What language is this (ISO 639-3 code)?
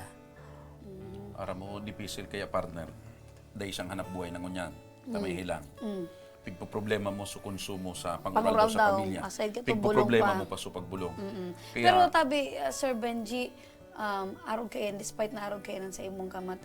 bik